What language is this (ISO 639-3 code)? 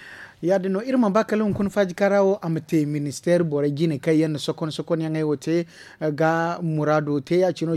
dje